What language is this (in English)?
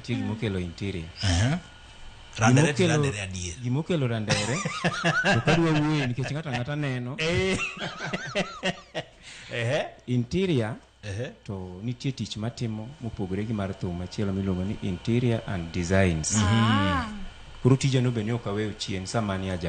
Luo (Kenya and Tanzania)